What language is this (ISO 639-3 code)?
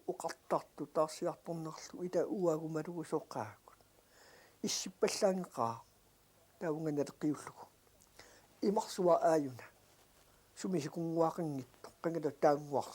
kal